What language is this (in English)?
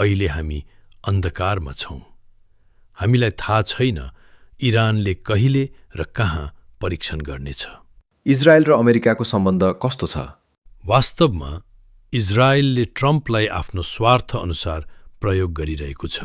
Nepali